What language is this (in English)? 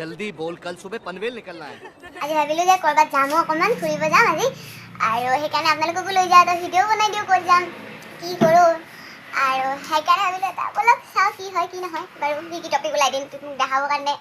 Assamese